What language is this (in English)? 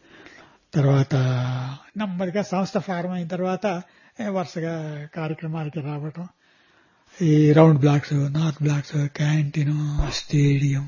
Telugu